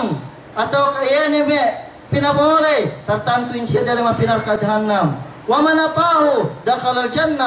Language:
Yakan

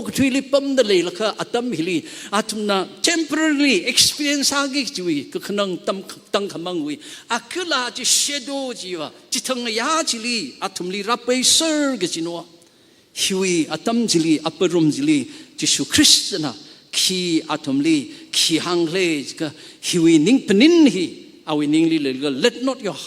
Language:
Tangkhul Naga (India)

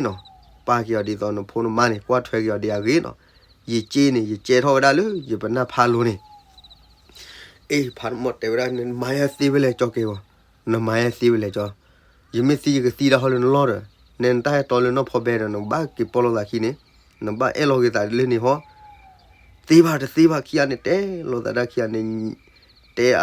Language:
S'gaw Karen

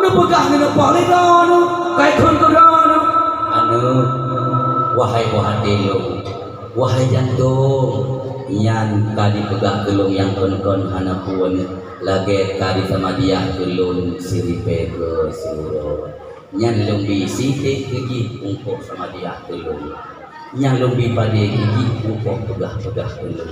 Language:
Achinese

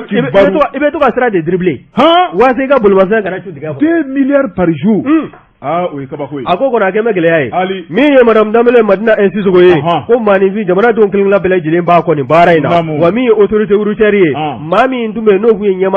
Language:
Bambara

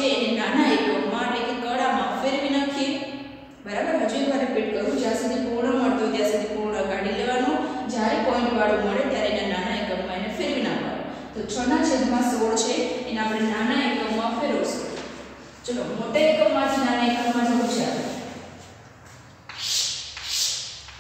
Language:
Gujarati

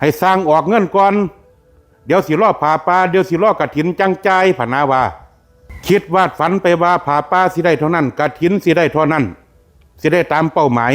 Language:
Northeastern Thai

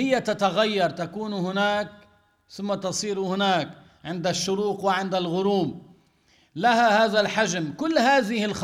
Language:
Arabic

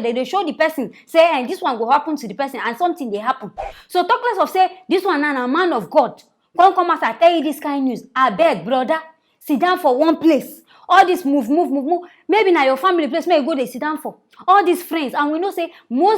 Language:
Nigerian Pidgin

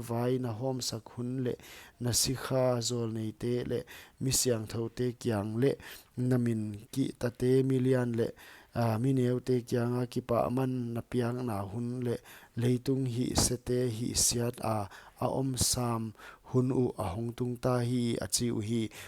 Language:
Paite Chin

